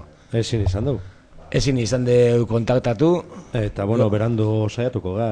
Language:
Basque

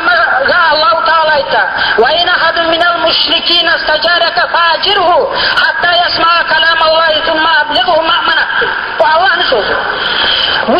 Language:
Kumyk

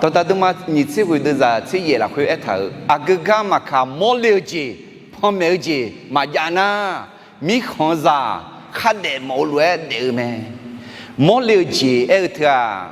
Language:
Akha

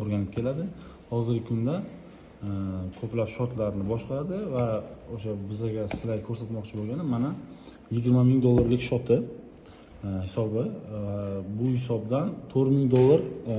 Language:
Uzbek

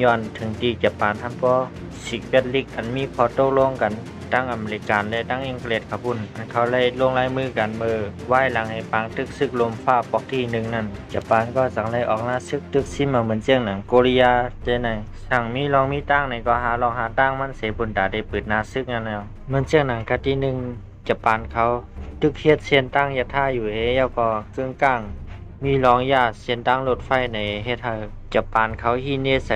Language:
Shan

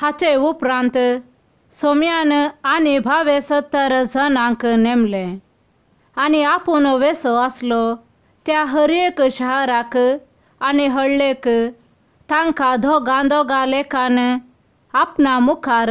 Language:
Konkani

